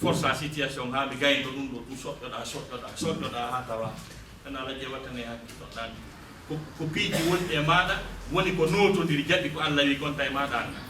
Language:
Fula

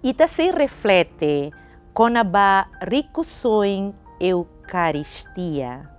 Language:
Tetum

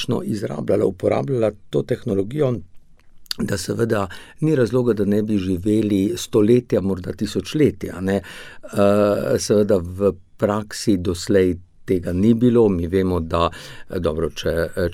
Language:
Slovenian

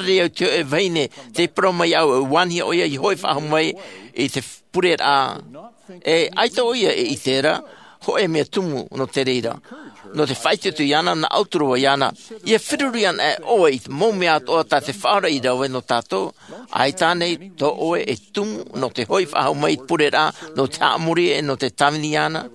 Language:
Tahitian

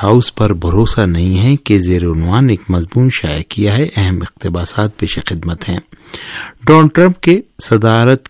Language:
Urdu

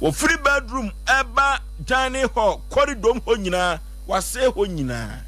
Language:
Akan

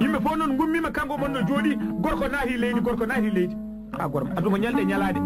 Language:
Fula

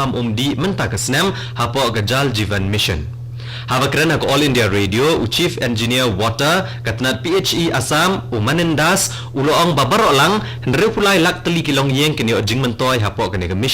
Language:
Khasi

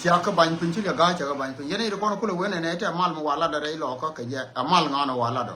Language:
Nuer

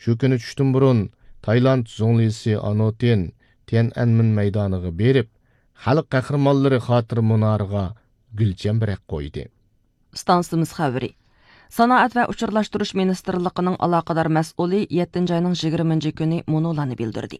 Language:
Uyghur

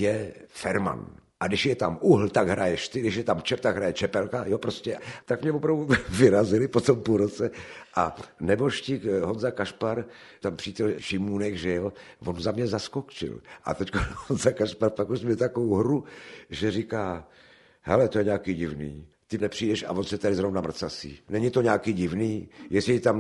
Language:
Czech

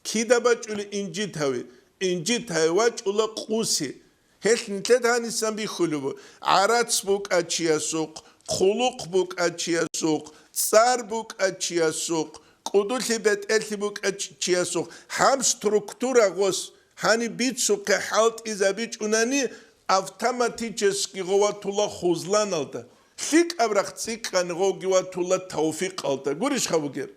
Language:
Avaric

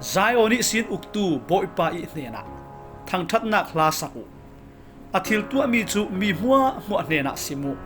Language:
Falam Chin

